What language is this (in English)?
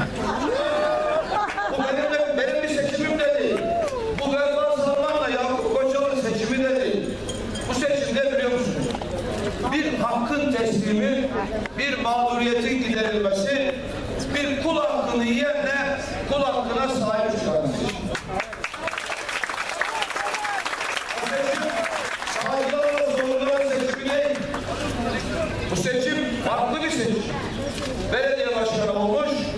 Turkish